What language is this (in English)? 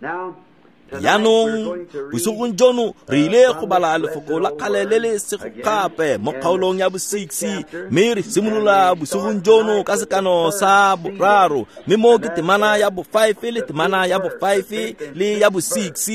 Tswana